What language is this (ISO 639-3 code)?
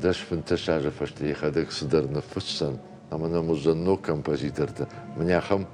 oss